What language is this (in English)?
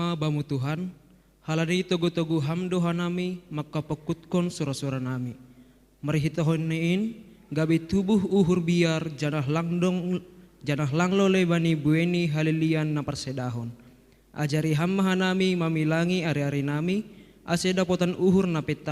Batak Simalungun